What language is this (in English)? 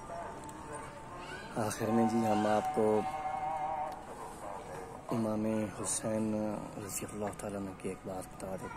Urdu